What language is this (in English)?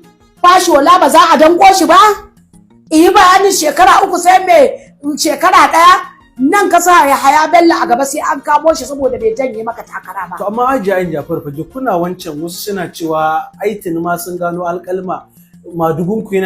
Hausa